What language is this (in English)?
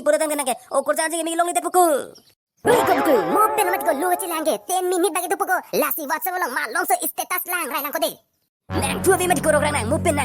Karbi